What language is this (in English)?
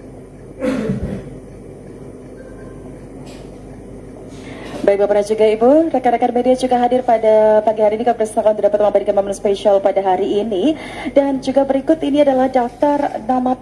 Indonesian